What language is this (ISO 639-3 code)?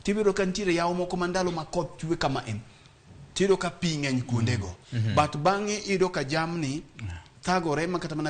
luo